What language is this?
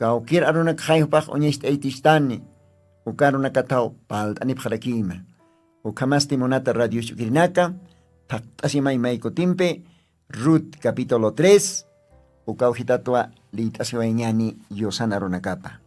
Aymara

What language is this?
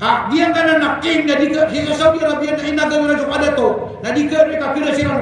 Maranao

